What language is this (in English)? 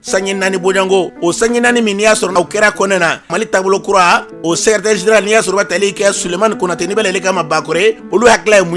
Bambara